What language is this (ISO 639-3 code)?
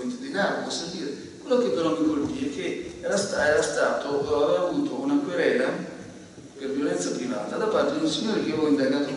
ita